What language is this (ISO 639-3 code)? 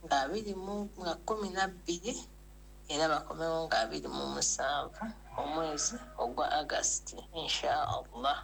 lug